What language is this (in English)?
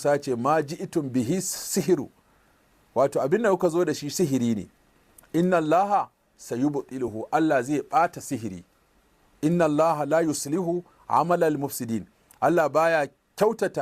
Hausa